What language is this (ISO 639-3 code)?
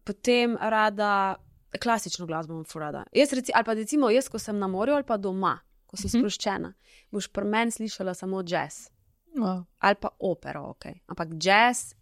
slv